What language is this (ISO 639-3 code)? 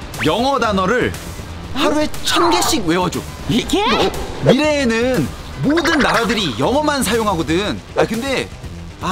kor